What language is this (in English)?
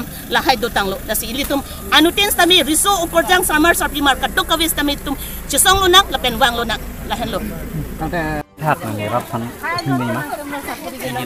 Karbi